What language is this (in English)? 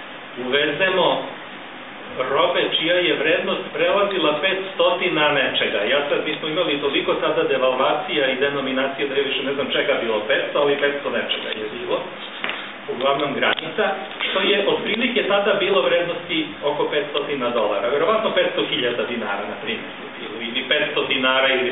Serbian